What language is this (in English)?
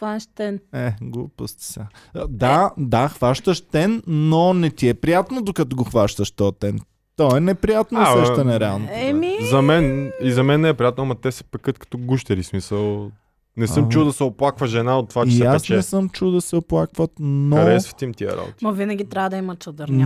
Bulgarian